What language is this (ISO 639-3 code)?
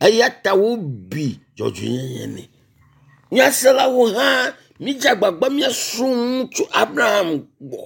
ewe